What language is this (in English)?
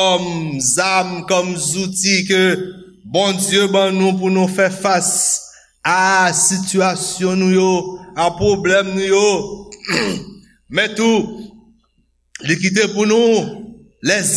Haitian Creole